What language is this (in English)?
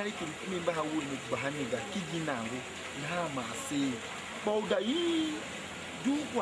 Tiv